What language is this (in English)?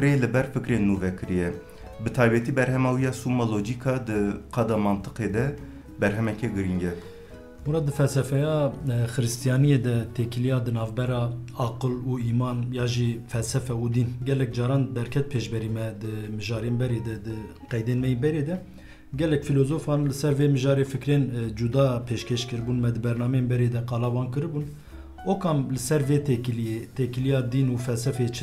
Kurdish